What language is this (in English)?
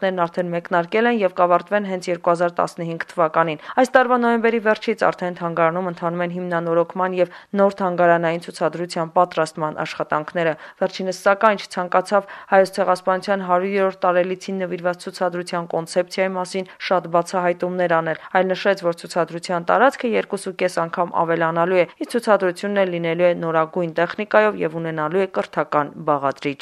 Armenian